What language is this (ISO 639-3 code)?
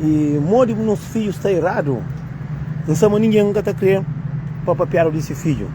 kea